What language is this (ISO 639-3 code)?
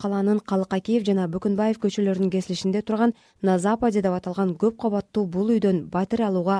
kir